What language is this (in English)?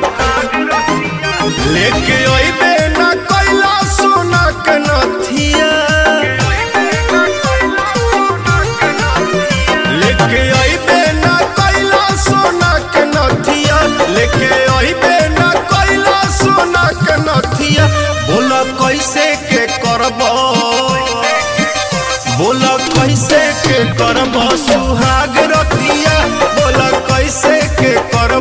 Bhojpuri